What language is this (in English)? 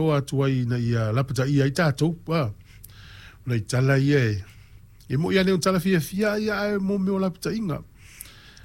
Samoan